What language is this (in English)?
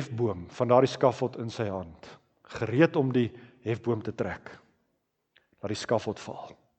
Afrikaans